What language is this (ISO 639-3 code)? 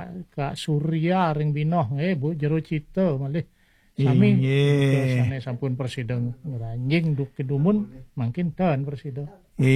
ban